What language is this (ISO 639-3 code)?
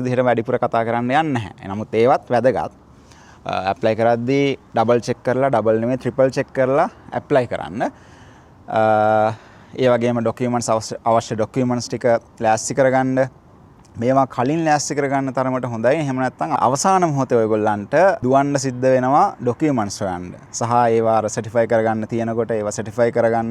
sin